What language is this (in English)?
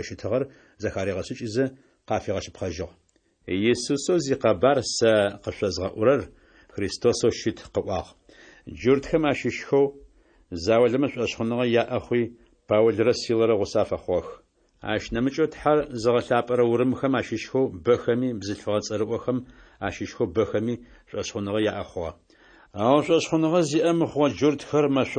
Adyghe